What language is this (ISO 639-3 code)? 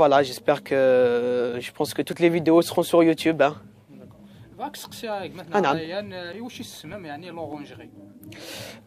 kab